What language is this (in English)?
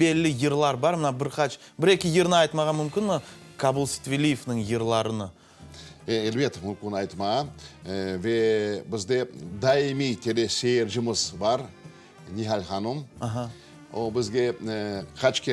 Crimean Tatar